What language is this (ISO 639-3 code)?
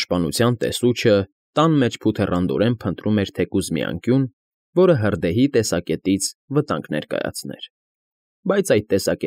hye